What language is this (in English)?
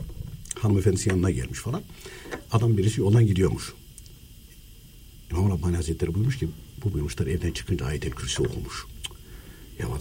Turkish